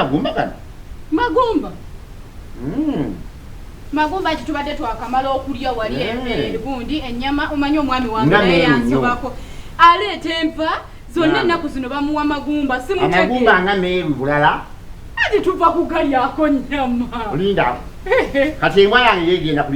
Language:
Ganda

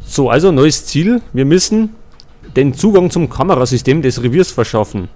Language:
Bavarian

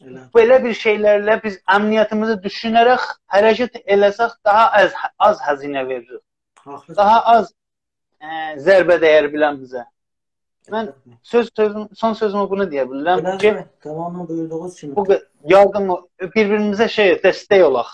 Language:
South Azerbaijani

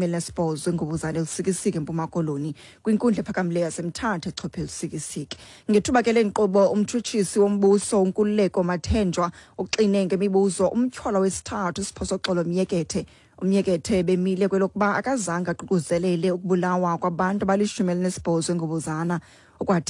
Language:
Xhosa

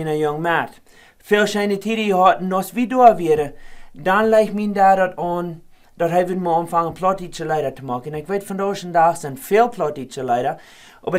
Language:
Plautdietsch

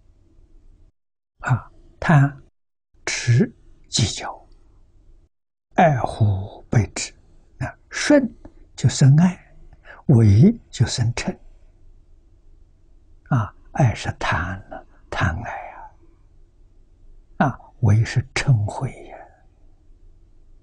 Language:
Chinese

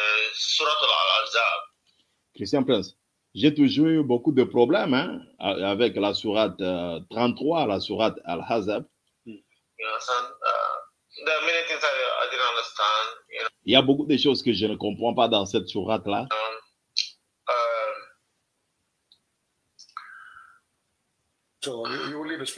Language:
French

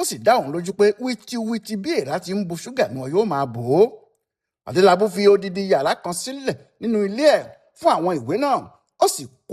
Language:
Yoruba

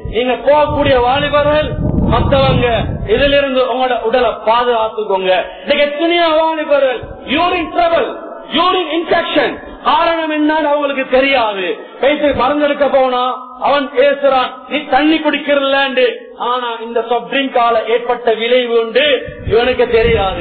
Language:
Tamil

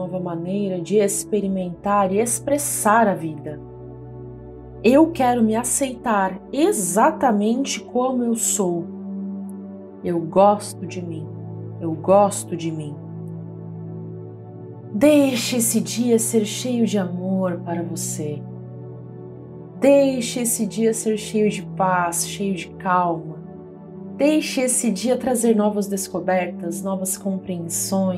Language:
Portuguese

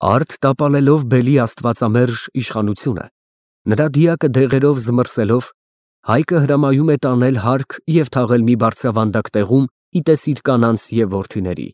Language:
Armenian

